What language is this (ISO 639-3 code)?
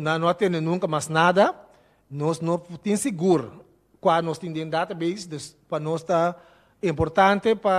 pap